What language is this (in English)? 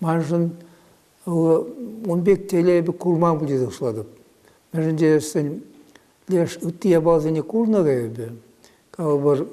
Chuvash